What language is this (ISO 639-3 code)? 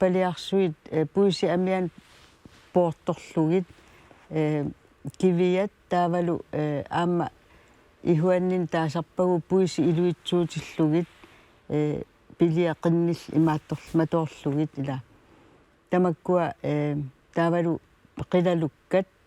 kal